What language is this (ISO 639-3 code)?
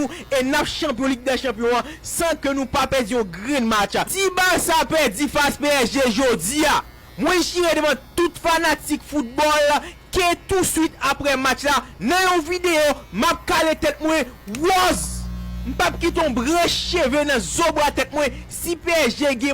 hat